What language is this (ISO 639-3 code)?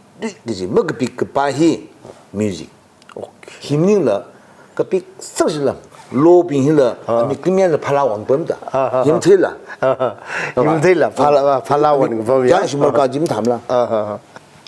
nmf